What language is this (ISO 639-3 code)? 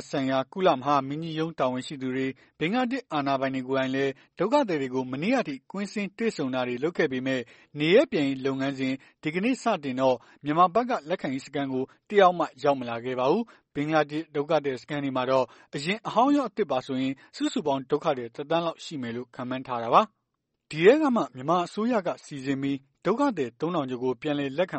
mya